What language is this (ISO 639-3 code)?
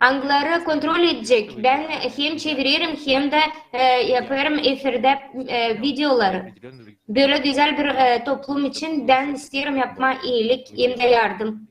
gag